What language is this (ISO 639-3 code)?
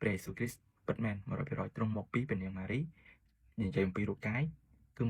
khm